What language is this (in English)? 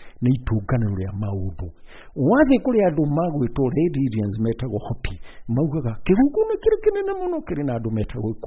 Kikuyu